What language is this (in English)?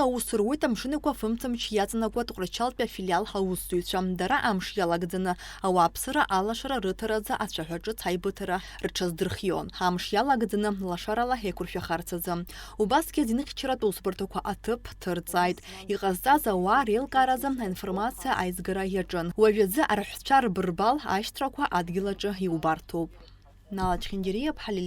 Abkhazian